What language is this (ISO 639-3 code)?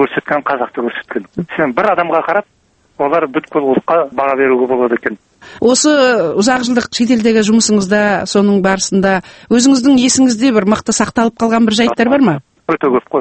kaz